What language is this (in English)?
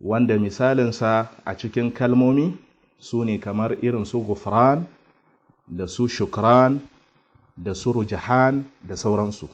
Hausa